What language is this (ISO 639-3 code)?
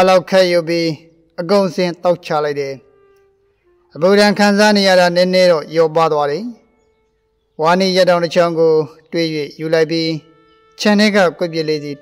mya